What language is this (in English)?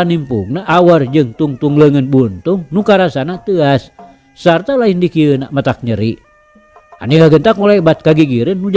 Sundanese